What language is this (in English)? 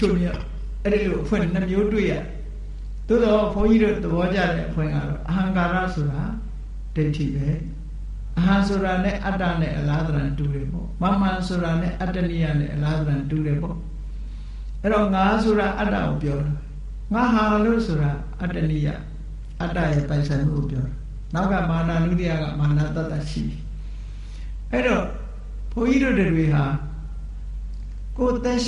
Burmese